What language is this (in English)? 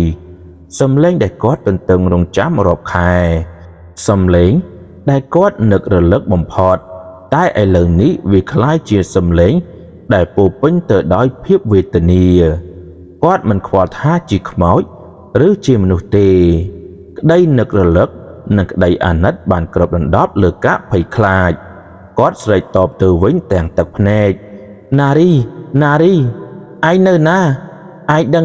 Khmer